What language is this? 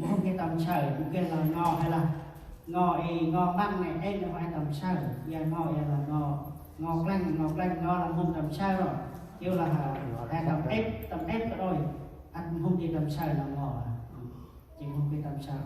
Central Mnong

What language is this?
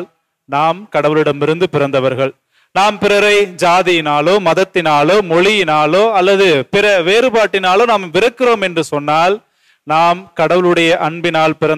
Tamil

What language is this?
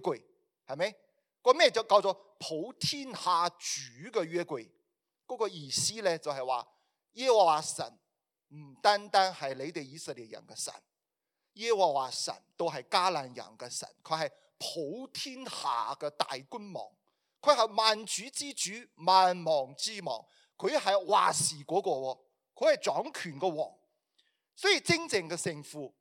Cantonese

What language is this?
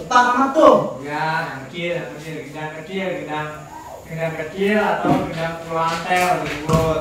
Betawi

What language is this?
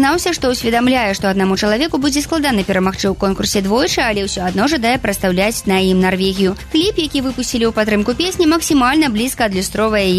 Belarusian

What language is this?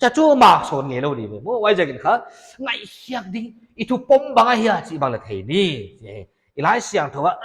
Paite Chin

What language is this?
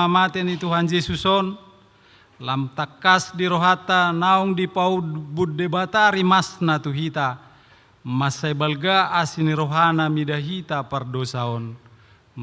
Batak Toba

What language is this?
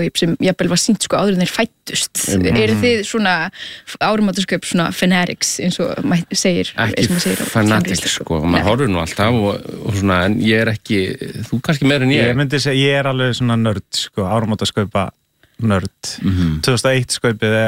Icelandic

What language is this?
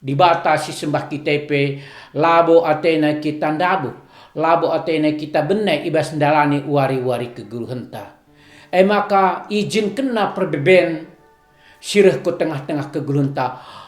Batak Karo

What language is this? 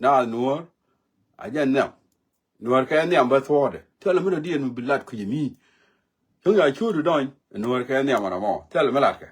Nuer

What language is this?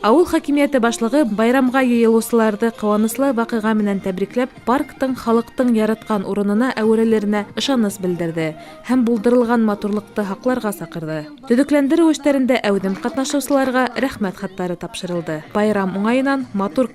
Bashkir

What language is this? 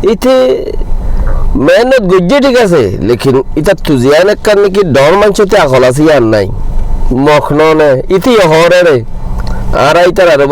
Rohingya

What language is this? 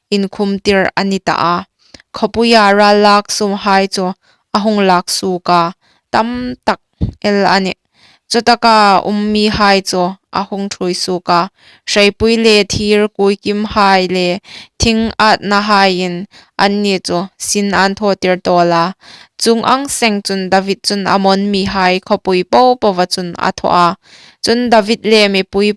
Hmar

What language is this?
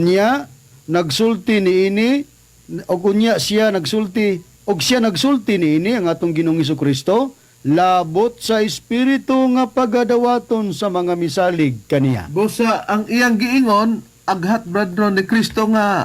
Cebuano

